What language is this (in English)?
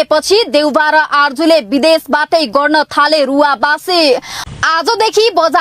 Nepali